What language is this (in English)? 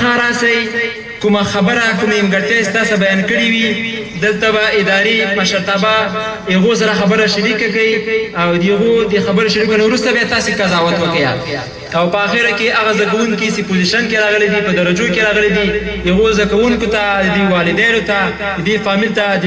Pashto